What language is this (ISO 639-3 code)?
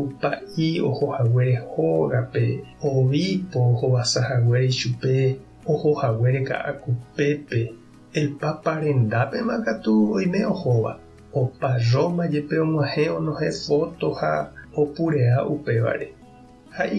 grn